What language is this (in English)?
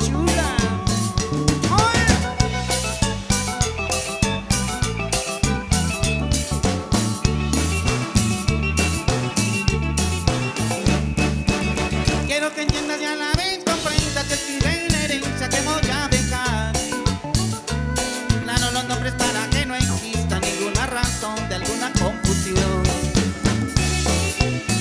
Spanish